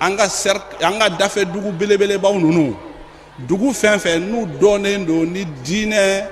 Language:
Bambara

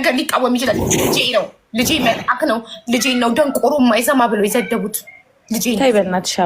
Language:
Amharic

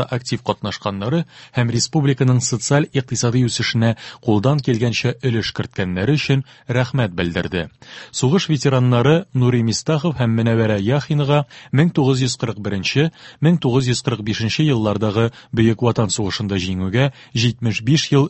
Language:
Tatar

